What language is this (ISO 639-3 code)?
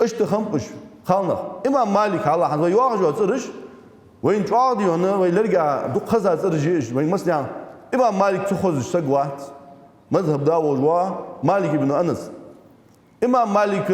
inh